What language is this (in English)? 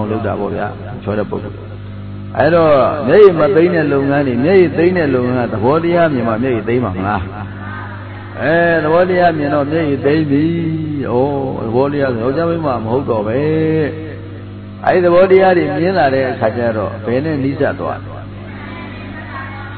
Burmese